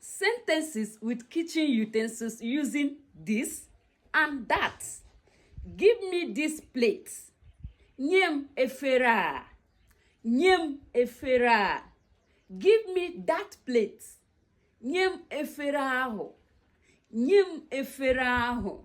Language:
Igbo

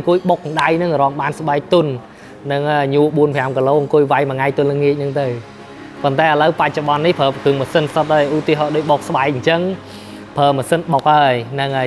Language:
Khmer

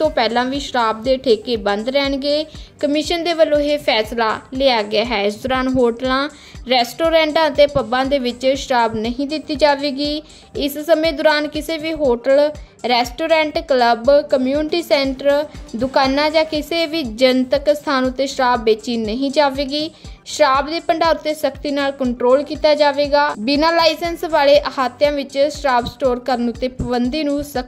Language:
Punjabi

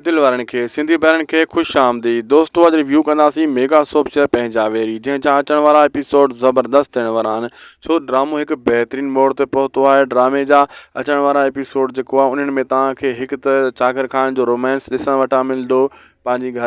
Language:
Sindhi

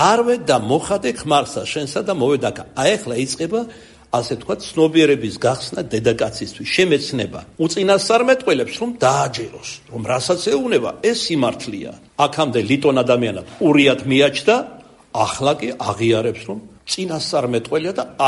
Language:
Georgian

